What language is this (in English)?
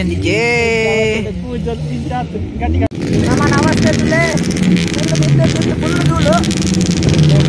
Tulu